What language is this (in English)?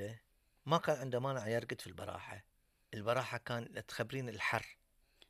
Gulf Arabic